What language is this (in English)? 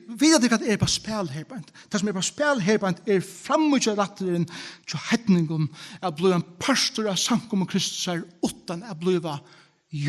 Faroese